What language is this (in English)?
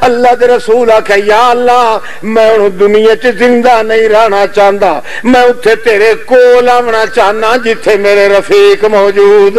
Western Panjabi